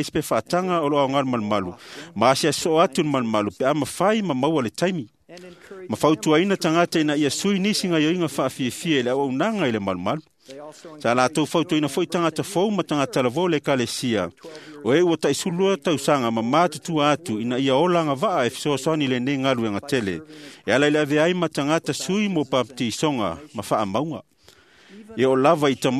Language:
Samoan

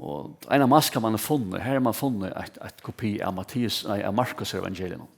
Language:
Faroese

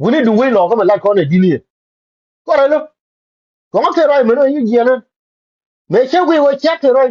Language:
Nuer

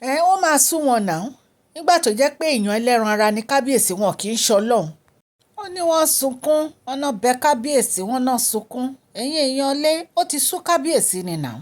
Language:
Yoruba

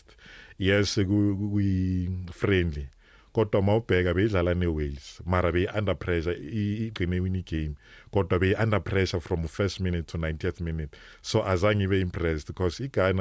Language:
Zulu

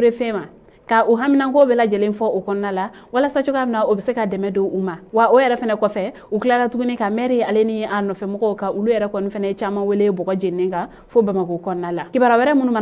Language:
Bambara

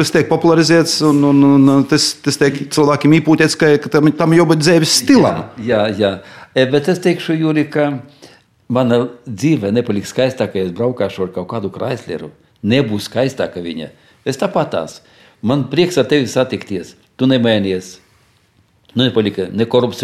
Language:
Latvian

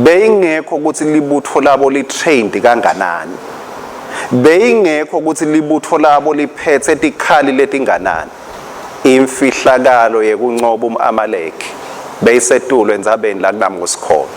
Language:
Swati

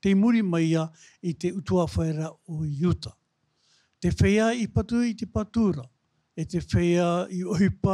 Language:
Tahitian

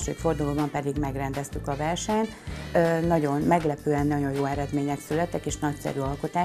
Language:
Hungarian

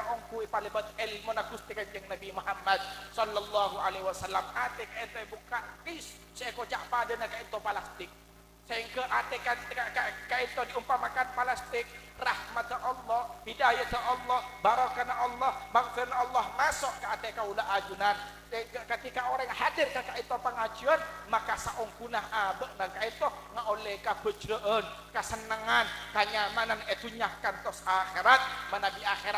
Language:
Madurese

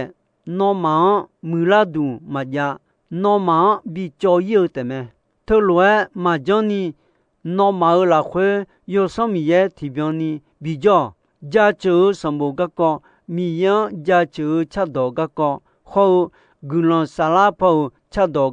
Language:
Akha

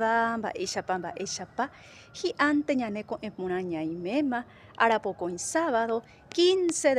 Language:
Guarani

